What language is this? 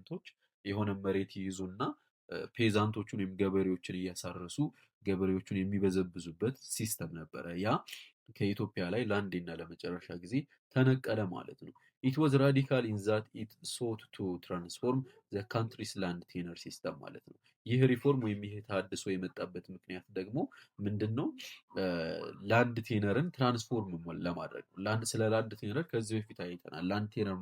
Amharic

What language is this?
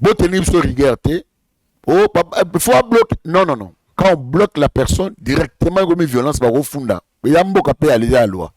Lingala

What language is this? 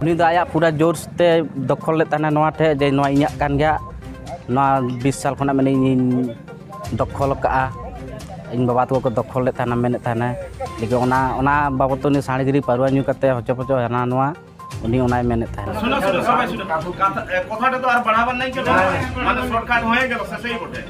Santali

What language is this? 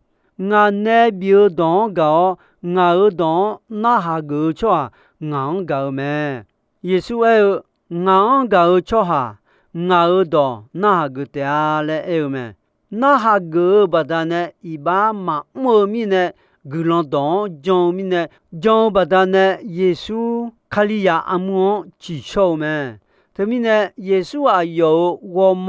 Akha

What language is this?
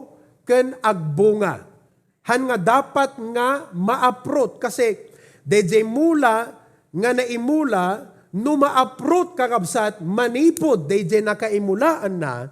Iloko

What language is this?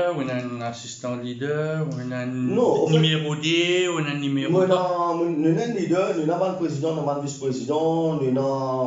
Morisyen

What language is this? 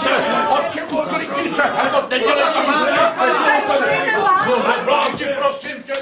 Czech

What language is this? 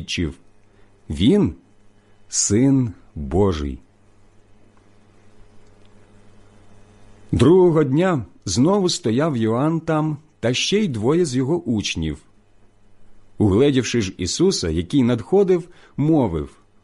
Ukrainian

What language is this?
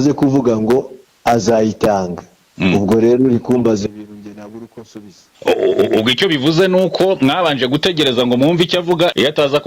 Kinyarwanda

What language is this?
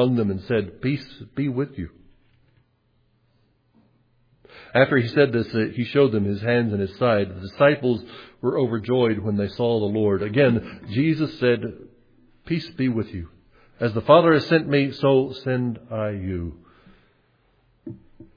English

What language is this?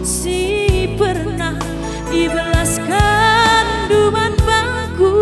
Batak Karo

